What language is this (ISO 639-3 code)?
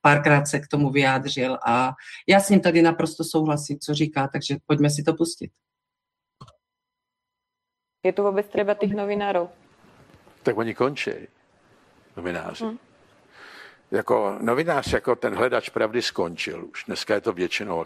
ces